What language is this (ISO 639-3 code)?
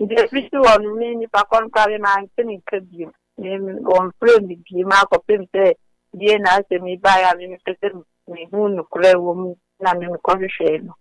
aka